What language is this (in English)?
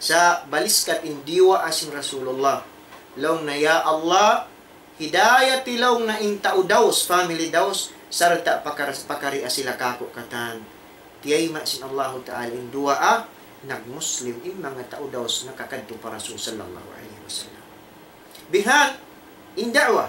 Tausug